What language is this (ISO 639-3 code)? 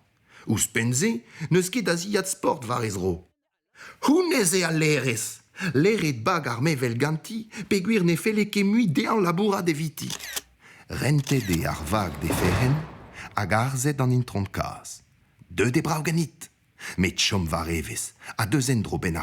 bre